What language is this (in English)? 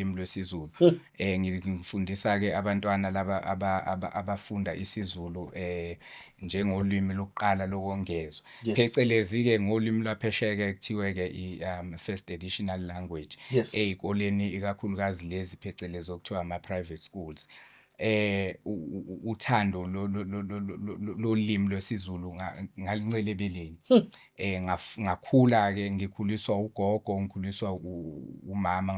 Zulu